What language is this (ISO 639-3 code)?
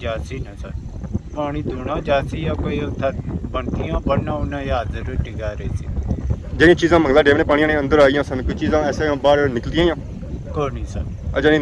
phr